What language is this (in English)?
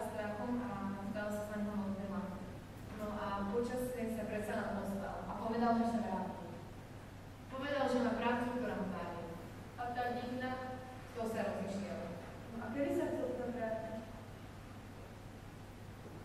Slovak